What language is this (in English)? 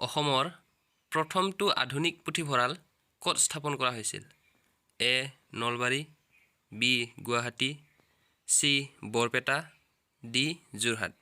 Assamese